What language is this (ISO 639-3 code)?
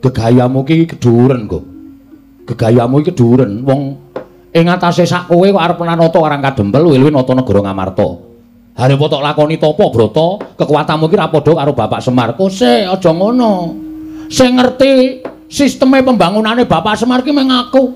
jav